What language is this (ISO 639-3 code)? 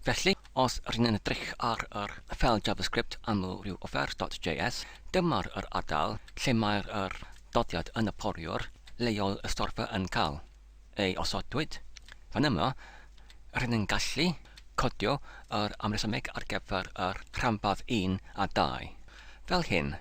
cym